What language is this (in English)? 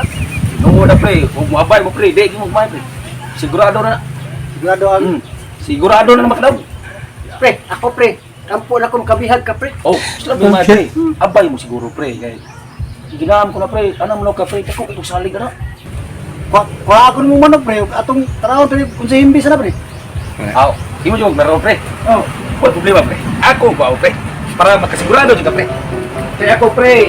Cebuano